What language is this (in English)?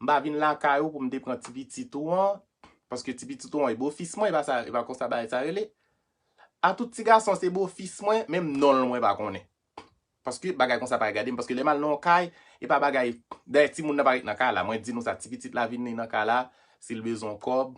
Haitian Creole